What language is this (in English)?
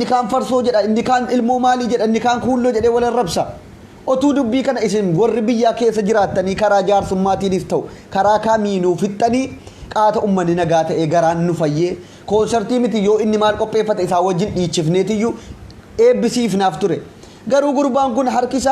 Oromo